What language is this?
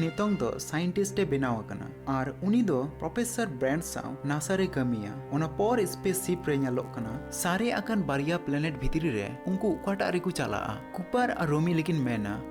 Santali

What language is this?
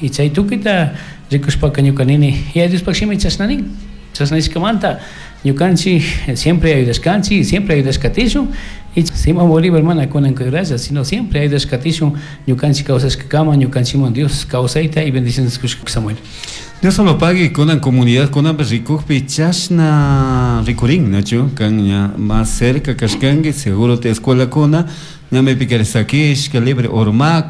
Chimborazo Highland Quichua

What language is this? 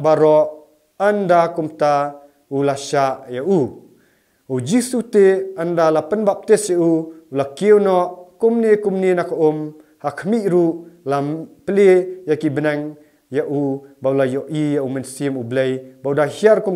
Khasi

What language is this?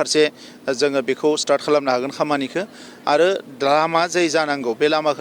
Bodo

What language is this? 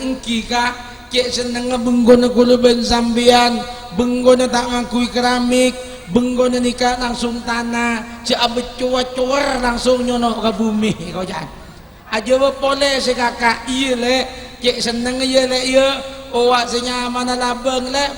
Madurese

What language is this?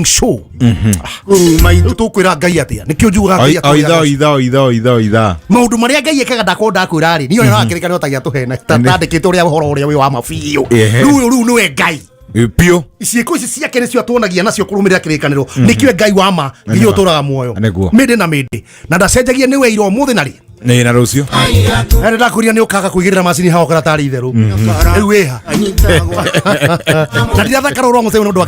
Kikuyu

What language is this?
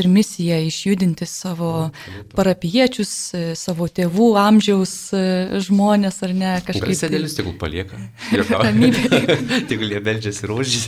Lithuanian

